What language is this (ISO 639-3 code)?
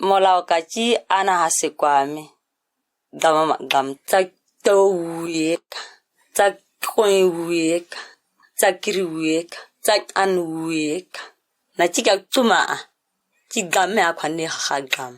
gnk